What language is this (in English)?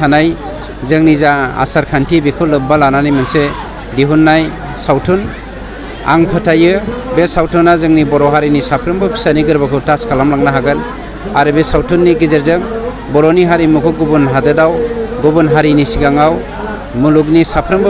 Bodo